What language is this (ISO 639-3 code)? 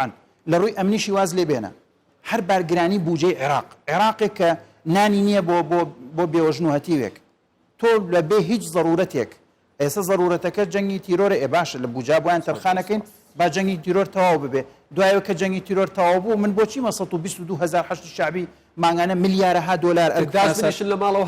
ckb